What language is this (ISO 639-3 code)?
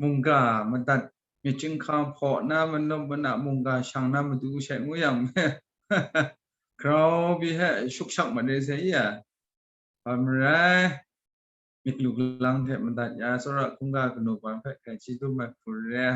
kac